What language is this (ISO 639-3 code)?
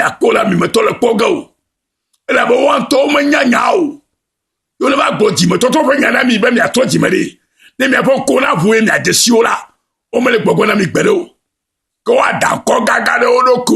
ewe